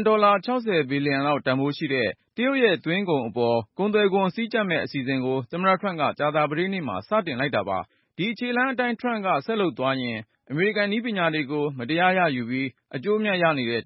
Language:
Burmese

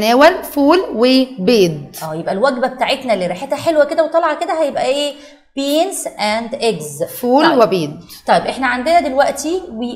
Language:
Egyptian Arabic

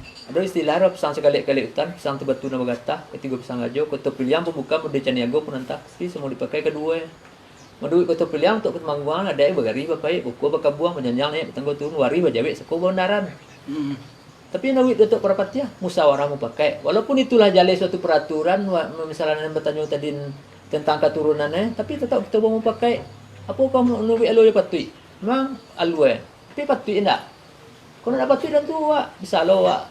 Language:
Minangkabau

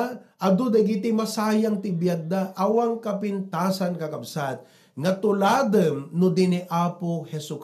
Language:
Iloko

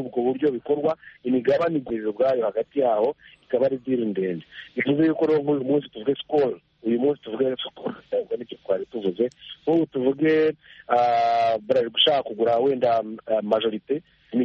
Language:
Kinyarwanda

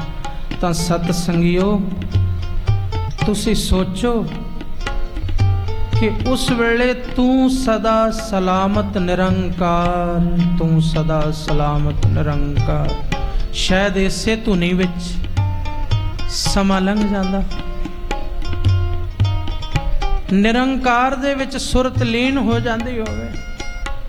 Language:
Punjabi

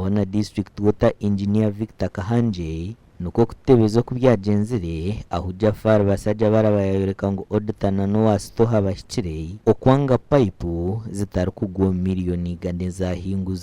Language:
Nyankole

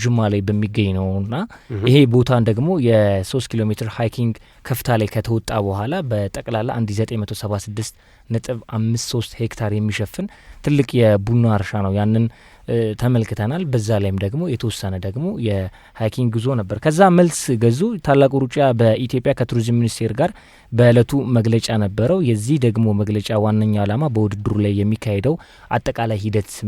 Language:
Amharic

